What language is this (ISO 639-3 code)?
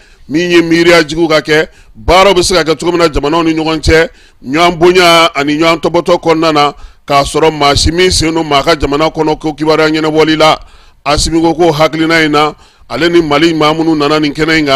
bam